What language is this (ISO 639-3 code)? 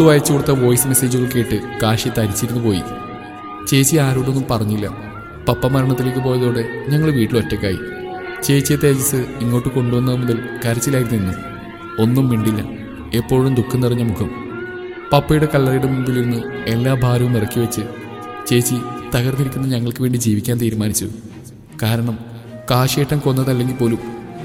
mal